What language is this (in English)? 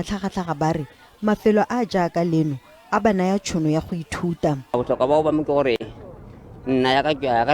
Tswana